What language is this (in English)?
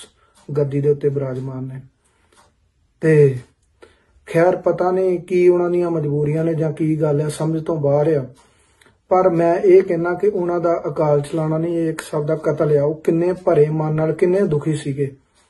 Punjabi